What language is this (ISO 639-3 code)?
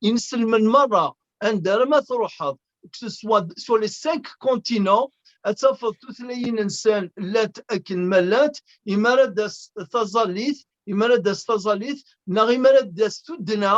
kab